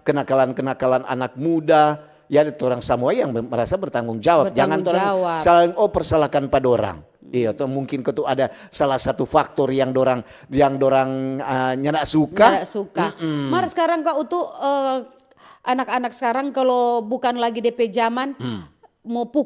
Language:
Manado Malay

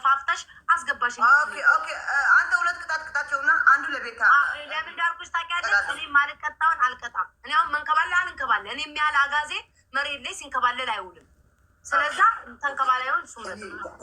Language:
Amharic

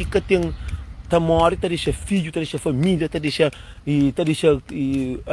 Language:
Kabuverdianu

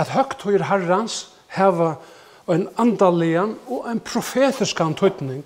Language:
Faroese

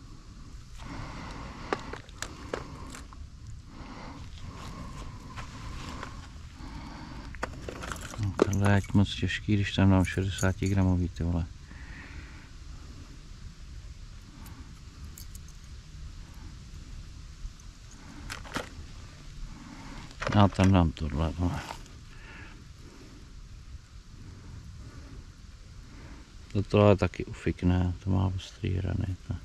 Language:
Czech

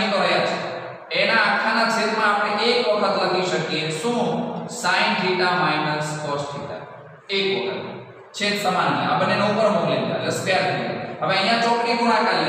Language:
Gujarati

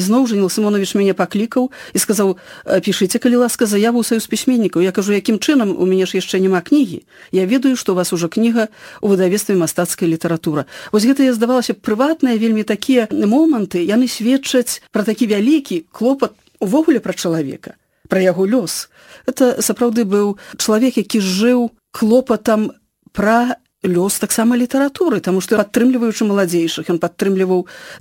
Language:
Belarusian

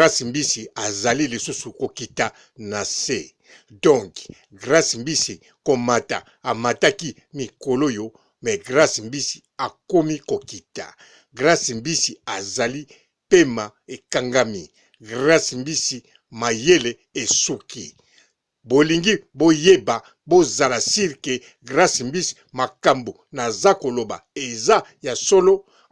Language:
Lingala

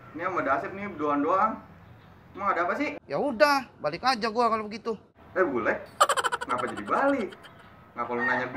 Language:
Betawi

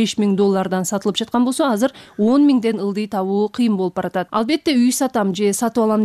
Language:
Kyrgyz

